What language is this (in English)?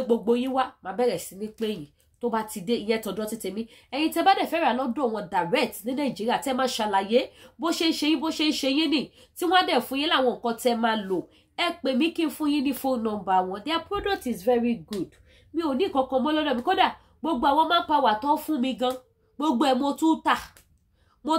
Yoruba